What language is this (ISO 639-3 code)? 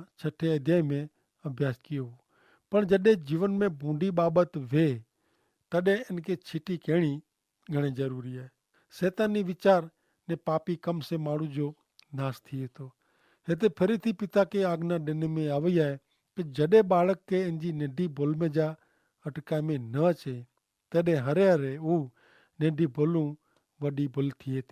kfr